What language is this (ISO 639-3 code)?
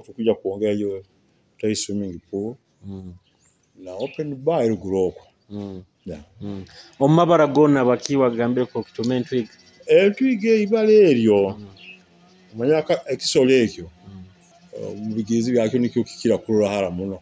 nyo